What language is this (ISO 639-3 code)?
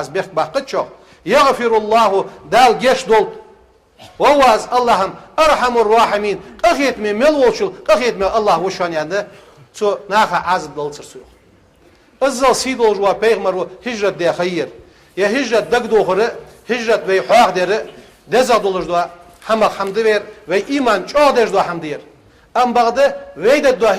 inh